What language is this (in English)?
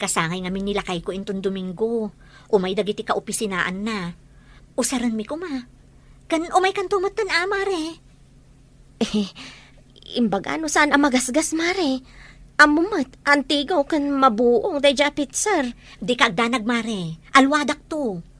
Iloko